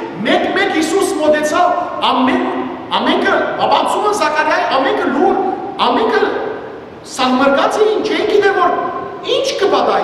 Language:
Western Armenian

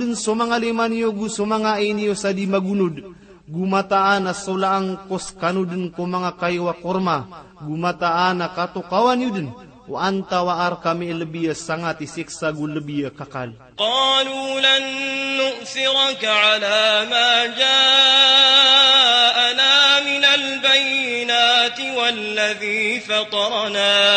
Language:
Maranao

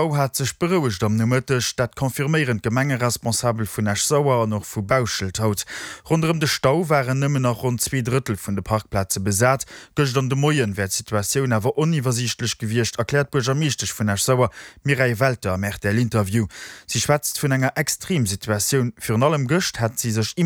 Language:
Luxembourgish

